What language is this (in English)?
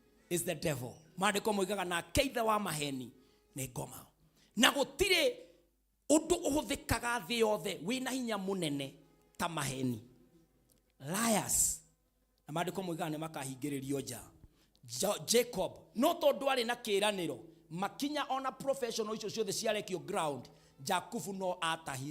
Kikuyu